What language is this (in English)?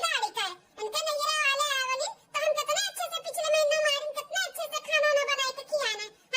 Awadhi